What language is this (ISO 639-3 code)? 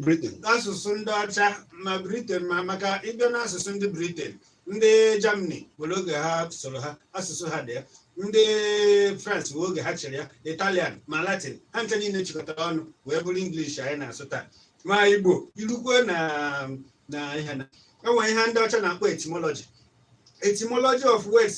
ibo